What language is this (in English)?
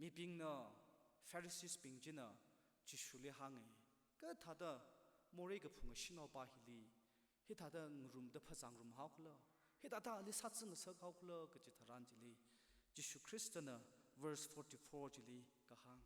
Tangkhul Naga (India)